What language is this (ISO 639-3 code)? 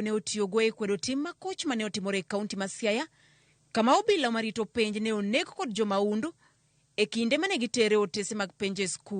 luo